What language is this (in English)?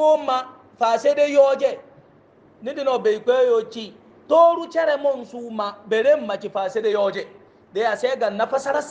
Hausa